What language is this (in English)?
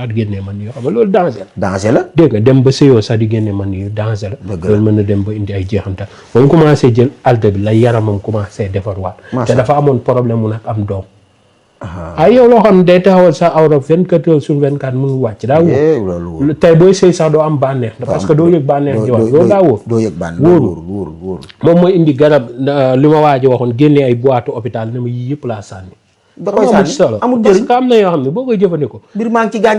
Wolof